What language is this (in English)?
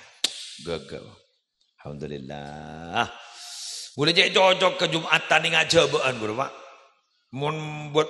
Madurese